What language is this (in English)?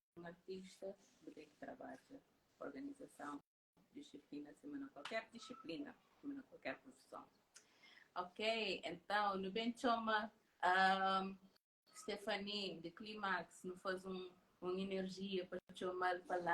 Kabuverdianu